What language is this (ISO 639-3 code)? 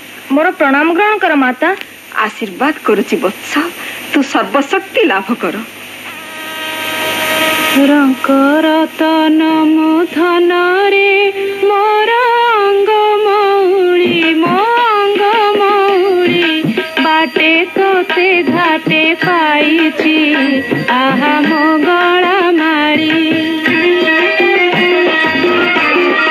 ori